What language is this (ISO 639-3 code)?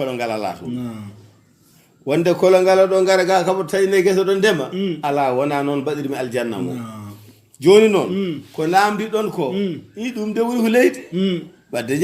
ful